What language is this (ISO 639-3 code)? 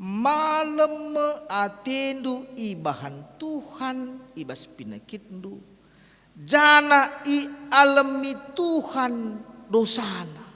btx